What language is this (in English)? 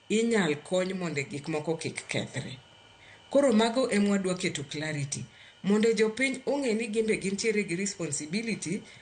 Luo (Kenya and Tanzania)